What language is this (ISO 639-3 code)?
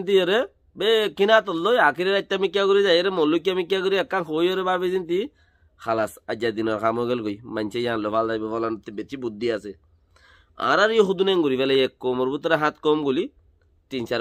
rhg